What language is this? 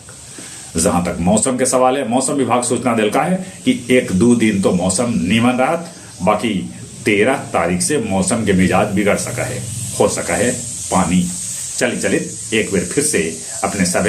Magahi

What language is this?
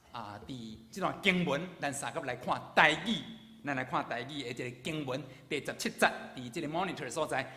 Min Nan Chinese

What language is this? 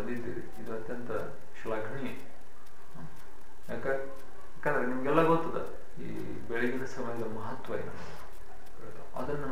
Kannada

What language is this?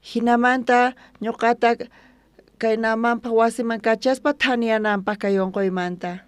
South Bolivian Quechua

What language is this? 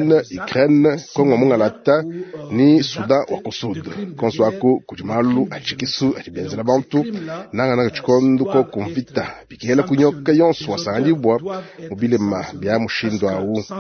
Luba-Lulua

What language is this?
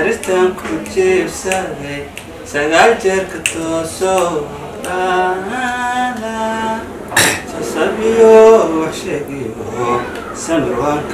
Somali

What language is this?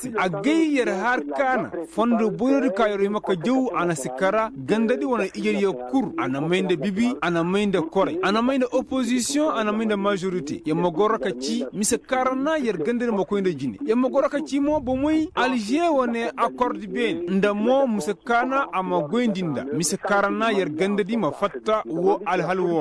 Koyraboro Senni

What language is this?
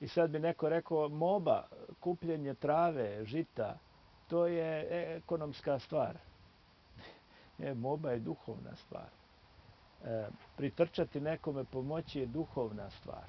Bosnian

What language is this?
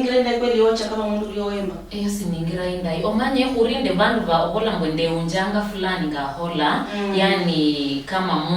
Luyia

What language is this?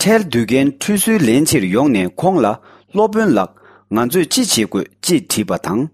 Tibetan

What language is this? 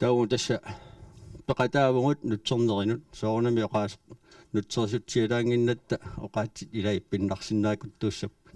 Kalaallisut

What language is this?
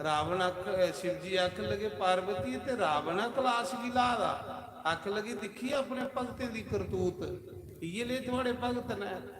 Dogri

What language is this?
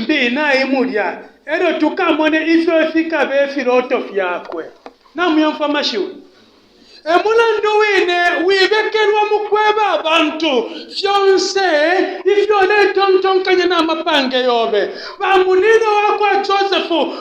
Bemba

